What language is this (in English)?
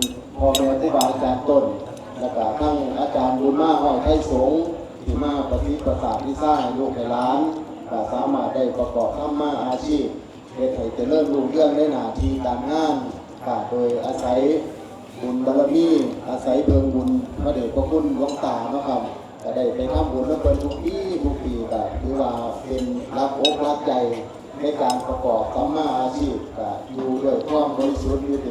Northeastern Thai